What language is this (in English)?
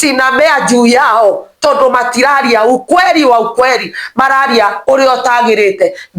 Kikuyu